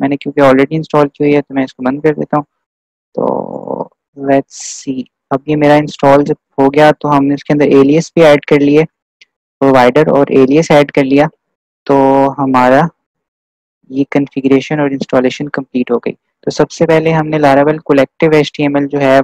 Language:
Hindi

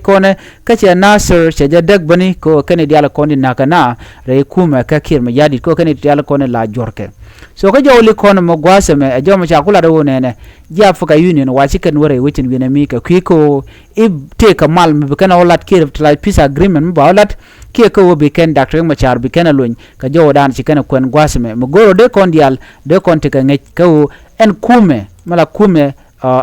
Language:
Nuer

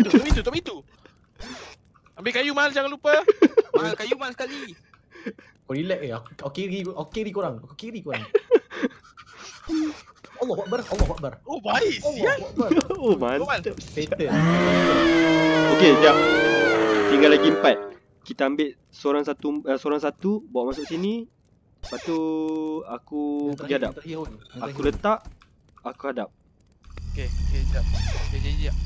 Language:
Malay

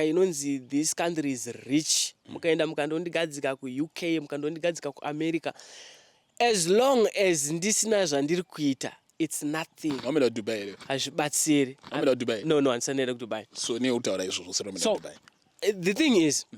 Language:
Shona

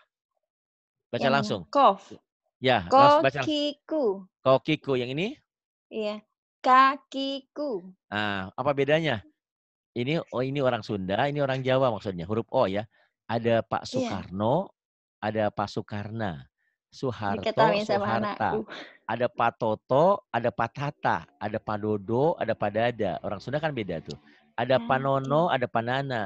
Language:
Indonesian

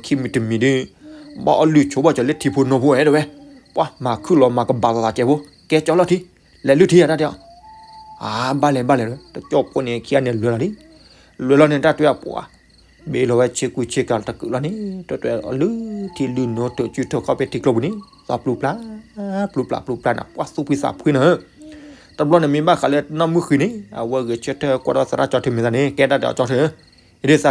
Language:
S'gaw Karen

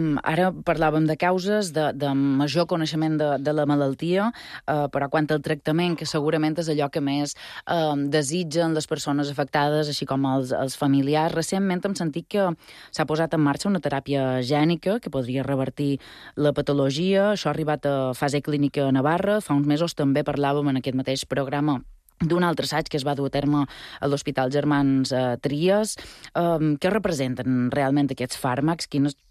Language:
Catalan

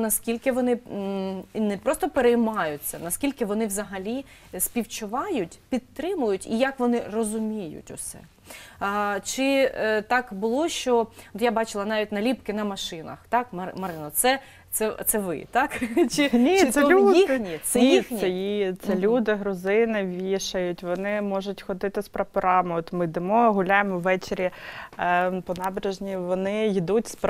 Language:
Ukrainian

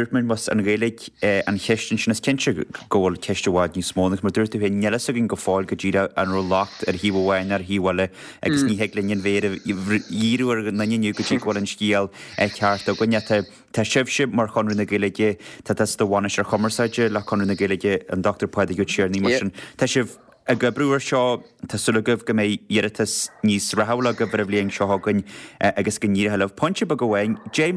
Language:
Irish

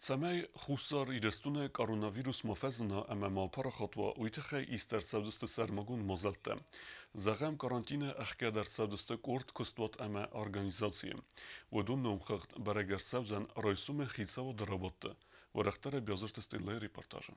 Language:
Ossetic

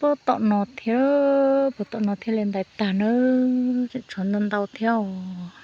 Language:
Hmong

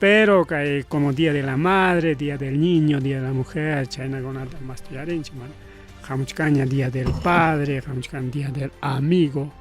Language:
Ayacucho Quechua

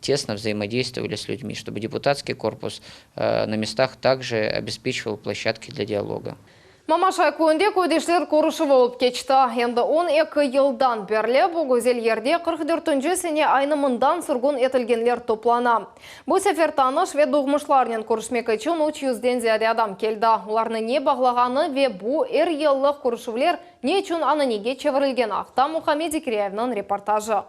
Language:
Crimean Tatar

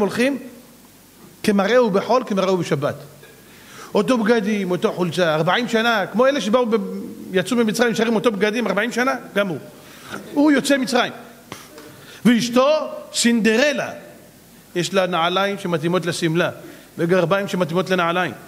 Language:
Hebrew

